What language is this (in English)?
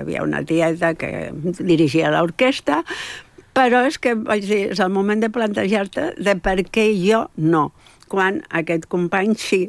Catalan